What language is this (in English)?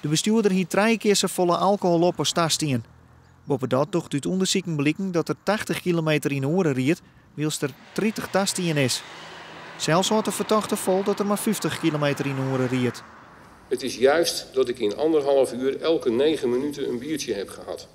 Western Frisian